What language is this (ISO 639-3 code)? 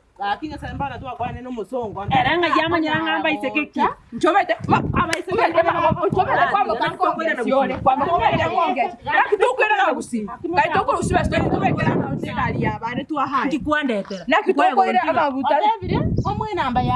guz